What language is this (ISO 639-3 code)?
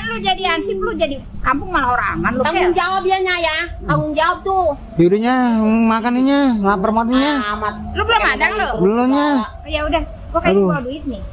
bew